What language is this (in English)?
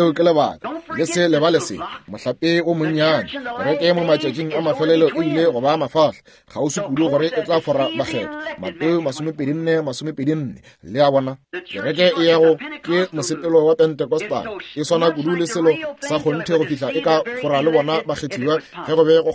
Northern Sotho